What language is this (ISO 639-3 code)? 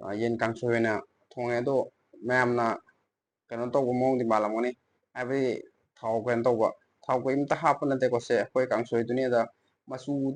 mni